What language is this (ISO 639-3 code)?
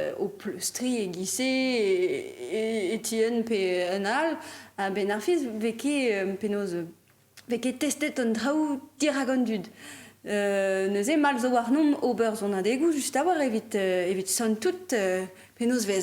bre